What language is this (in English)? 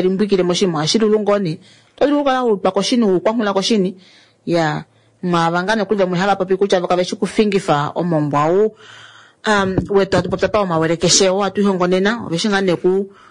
Kuanyama